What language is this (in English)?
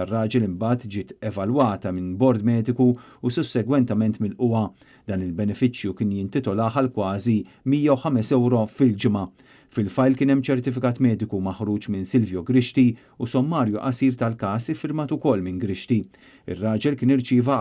Maltese